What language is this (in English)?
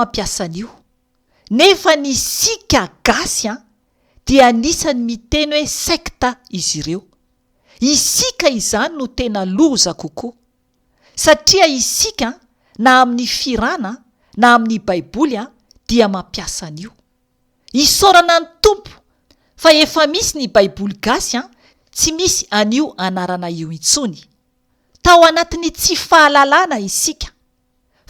Malagasy